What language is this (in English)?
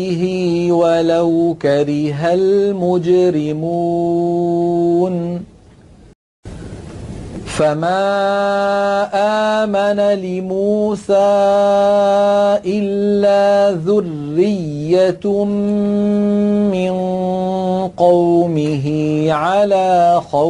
Arabic